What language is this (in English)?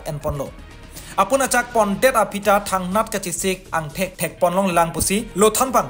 Karbi